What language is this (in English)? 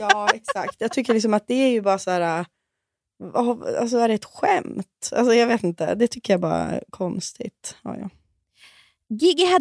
Swedish